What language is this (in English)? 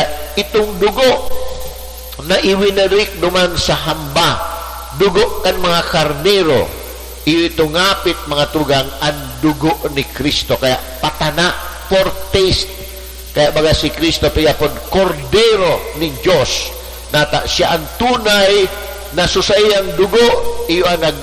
Bikol